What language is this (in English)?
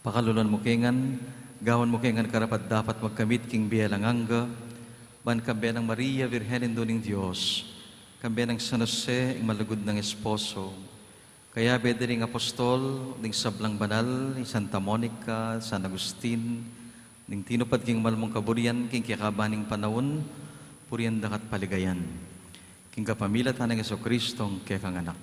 Pampanga